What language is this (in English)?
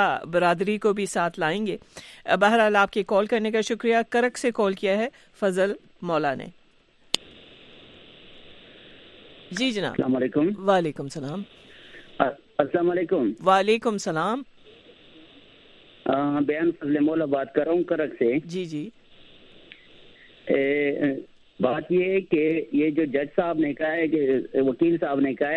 Urdu